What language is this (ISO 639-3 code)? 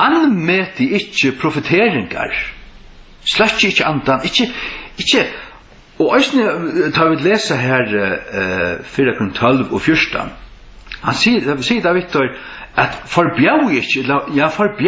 fao